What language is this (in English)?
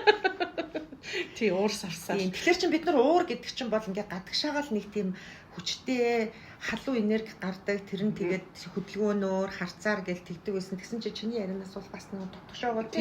Mongolian